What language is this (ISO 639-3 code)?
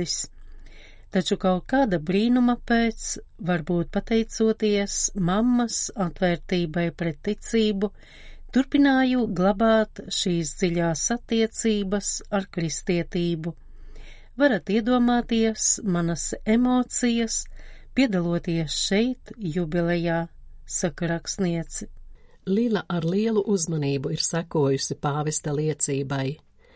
lav